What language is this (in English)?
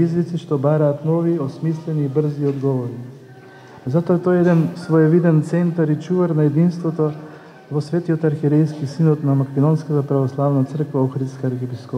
Macedonian